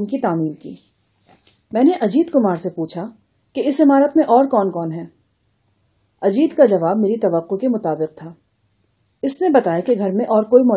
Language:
Urdu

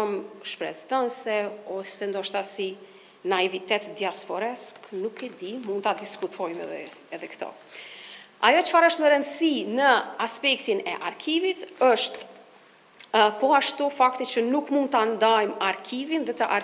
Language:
Albanian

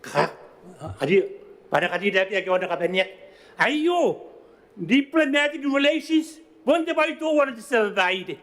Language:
Gilbertese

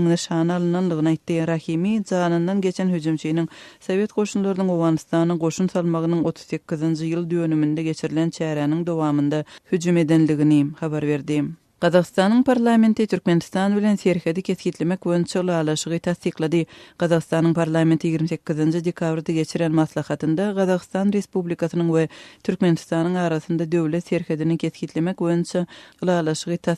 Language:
Turkmen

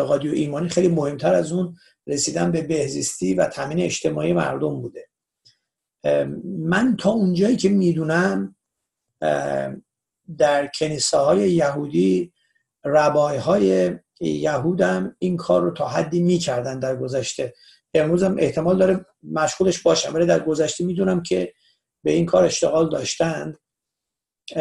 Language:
Persian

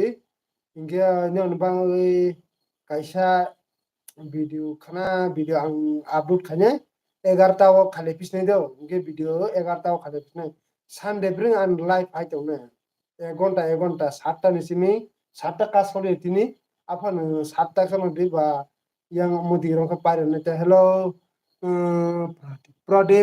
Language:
Kok Borok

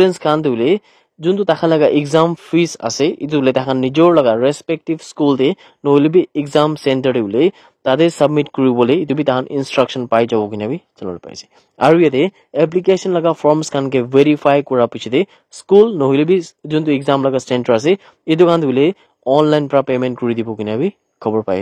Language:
Naga Pidgin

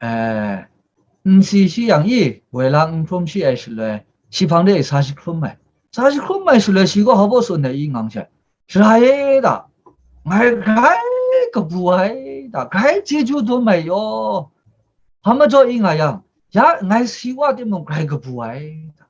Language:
Kachin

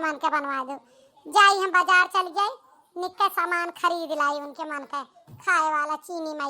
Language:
Awadhi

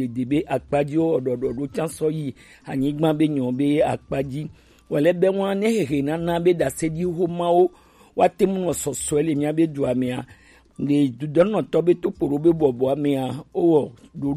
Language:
Gen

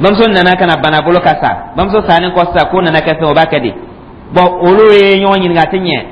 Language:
Dyula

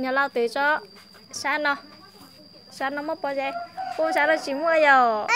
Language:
Hmong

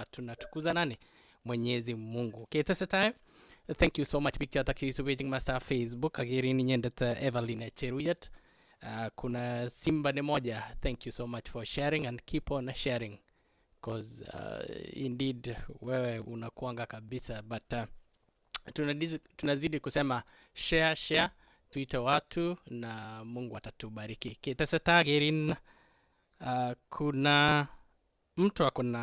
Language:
Kalenjin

